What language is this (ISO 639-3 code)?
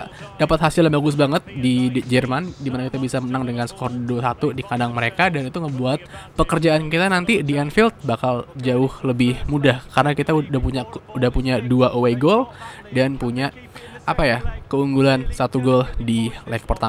ind